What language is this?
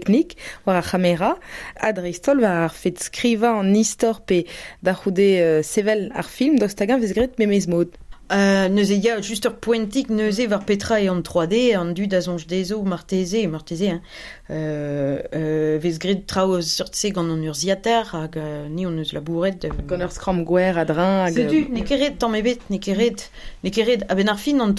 Breton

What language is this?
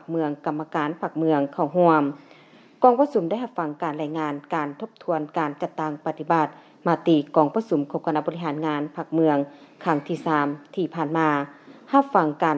Lao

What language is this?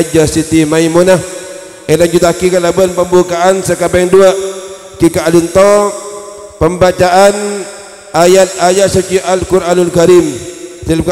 Madurese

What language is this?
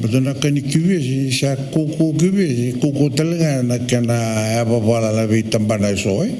Fijian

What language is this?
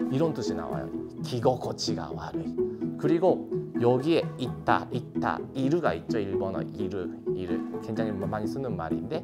Korean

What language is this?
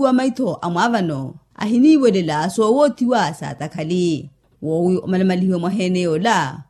Makhuwa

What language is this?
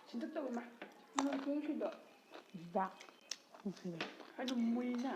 Manipuri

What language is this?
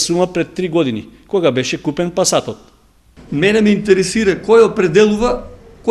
Macedonian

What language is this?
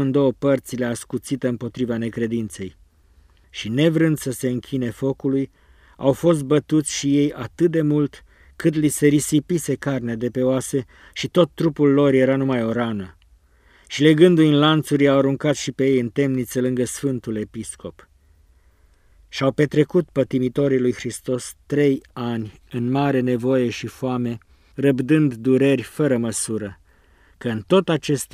Romanian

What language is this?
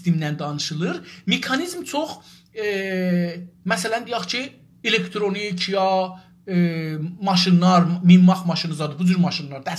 South Azerbaijani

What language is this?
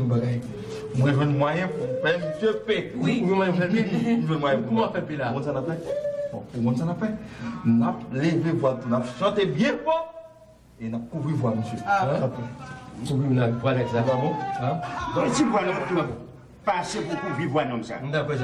Haitian Creole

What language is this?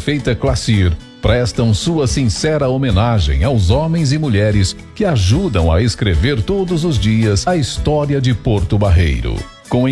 Portuguese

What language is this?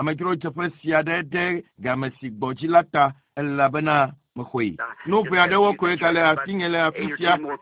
Ewe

